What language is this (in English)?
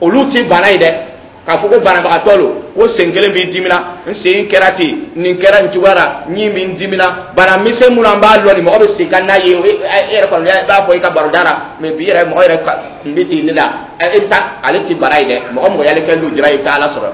Dyula